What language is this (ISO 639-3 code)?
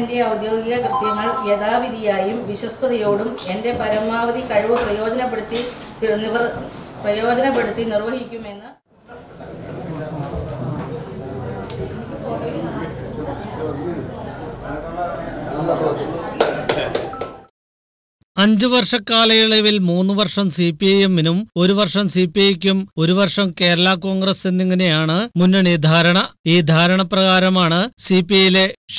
mal